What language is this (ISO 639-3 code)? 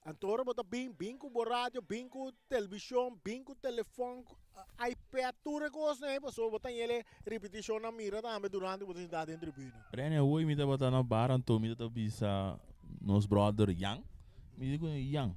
pap